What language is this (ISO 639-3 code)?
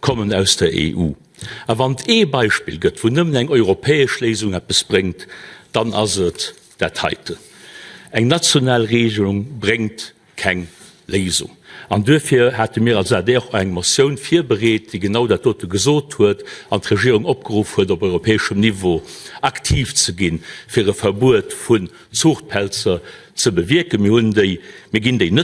ltz